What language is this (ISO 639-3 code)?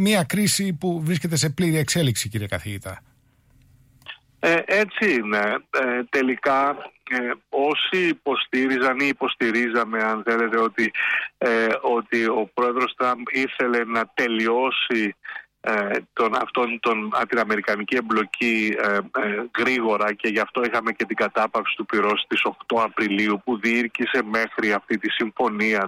ell